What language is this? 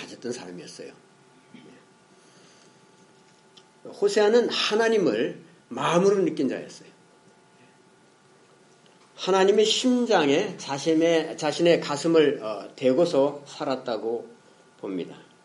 Korean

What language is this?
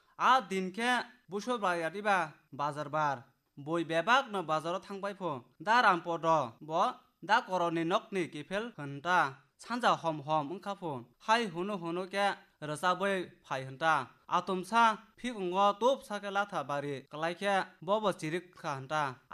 Kok Borok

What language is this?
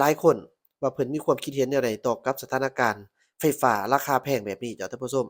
Lao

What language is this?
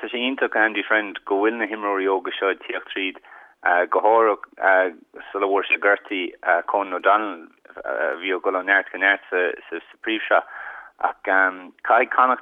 Irish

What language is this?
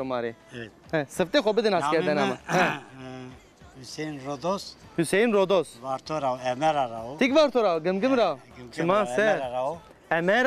Zaza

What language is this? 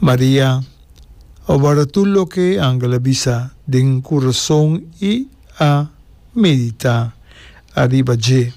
Papiamento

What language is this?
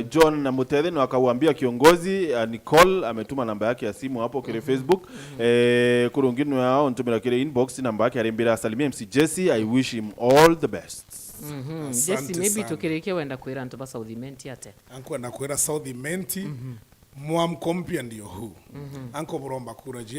Meru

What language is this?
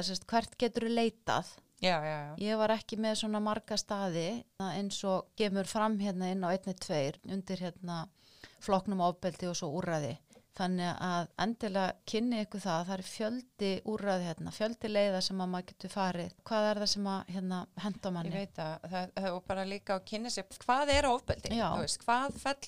Icelandic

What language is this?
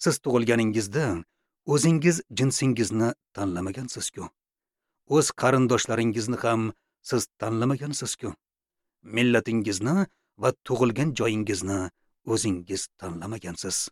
Uzbek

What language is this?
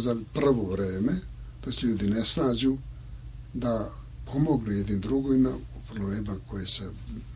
Serbian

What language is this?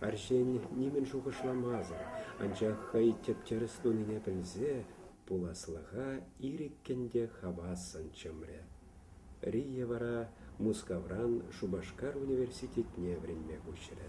Chuvash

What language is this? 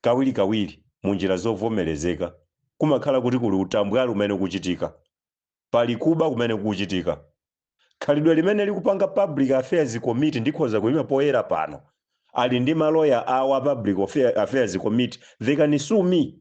Nyanja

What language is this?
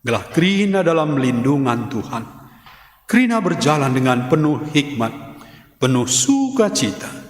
Batak Karo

